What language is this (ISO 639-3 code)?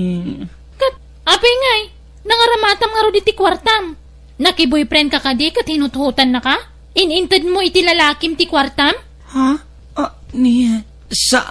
ilo